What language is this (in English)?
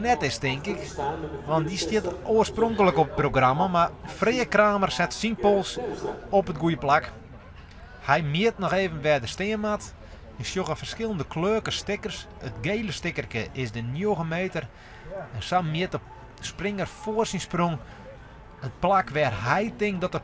Western Frisian